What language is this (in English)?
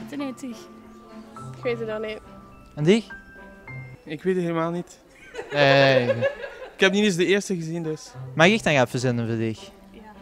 Limburgish